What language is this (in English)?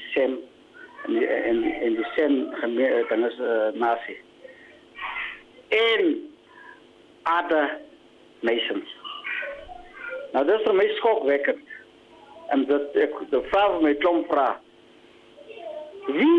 Afrikaans